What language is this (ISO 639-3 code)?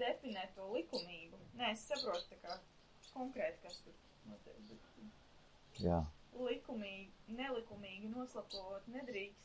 lav